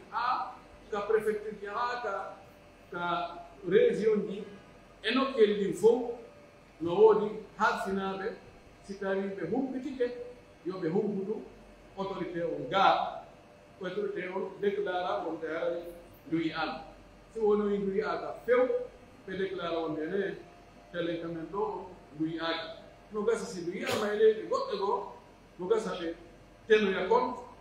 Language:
Pular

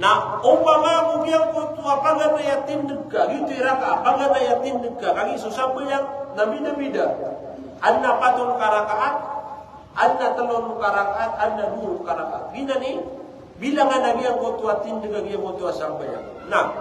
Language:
Maranao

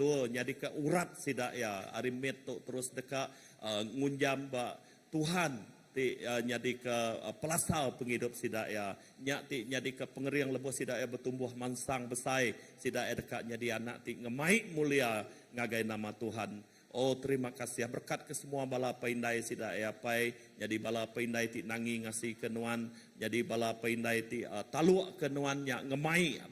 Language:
Iban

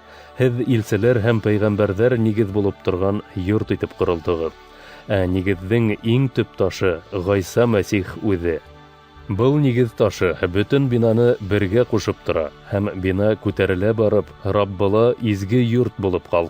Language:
Bashkir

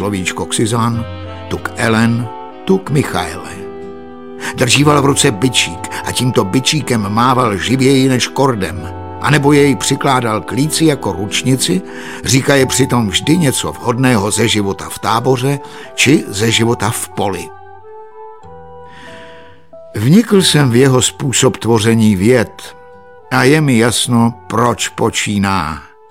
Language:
Czech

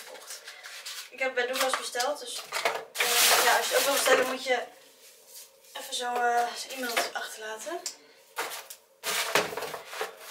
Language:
Dutch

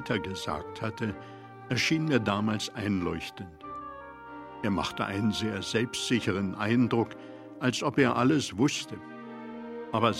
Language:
German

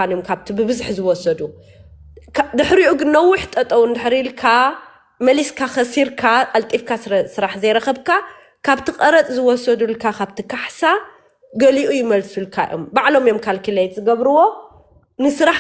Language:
Tigrinya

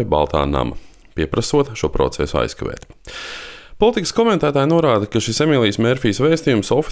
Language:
Latvian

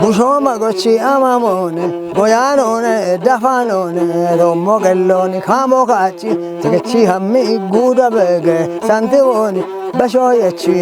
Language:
Kafa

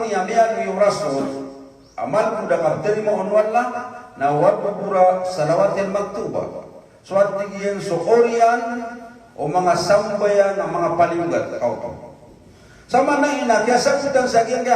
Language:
Maranao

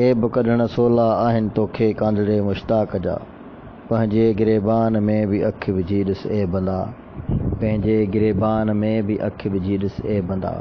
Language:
Sindhi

